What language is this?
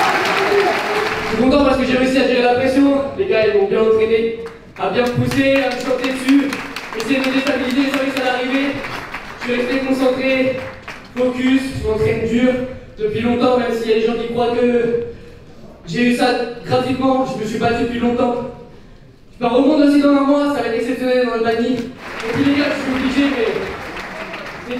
French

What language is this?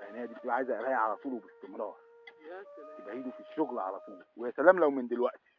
Egyptian Arabic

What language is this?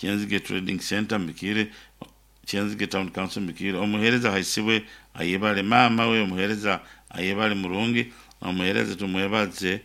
Nyankole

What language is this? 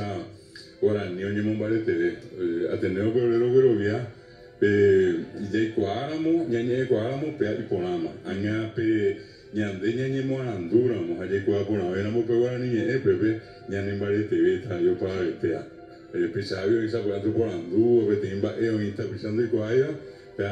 Guarani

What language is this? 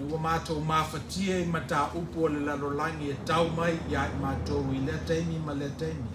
Samoan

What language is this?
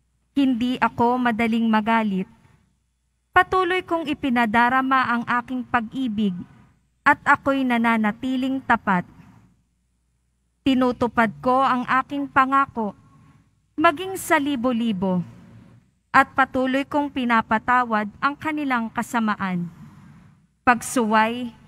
Filipino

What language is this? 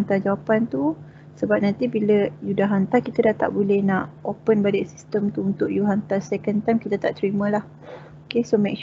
Malay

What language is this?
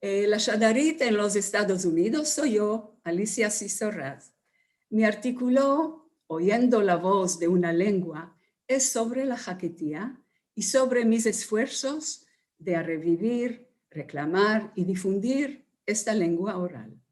Ladino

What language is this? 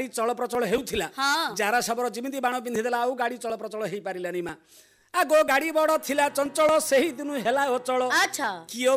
Odia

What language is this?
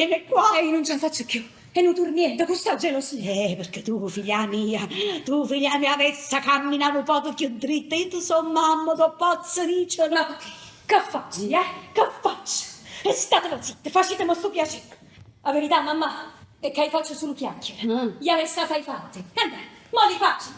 Neapolitan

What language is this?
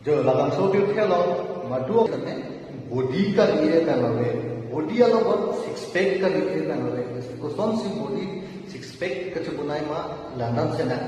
Karbi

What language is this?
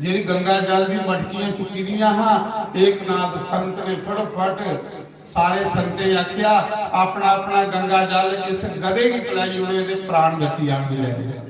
Dogri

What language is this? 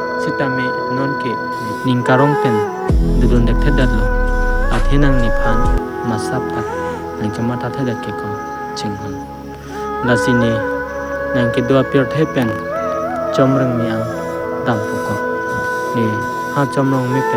Karbi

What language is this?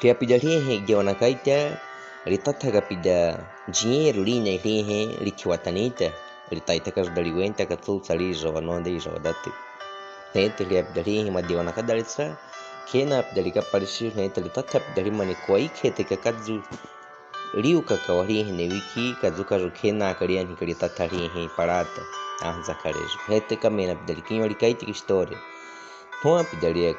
Baniwa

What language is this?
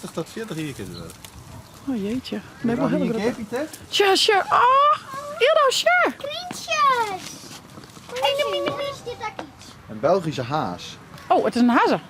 Western Frisian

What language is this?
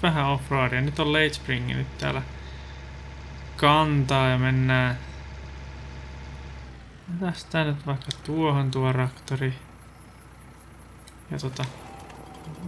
Finnish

